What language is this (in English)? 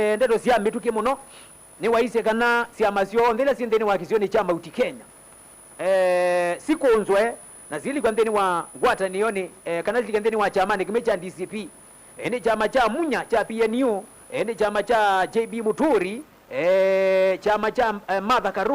Kamba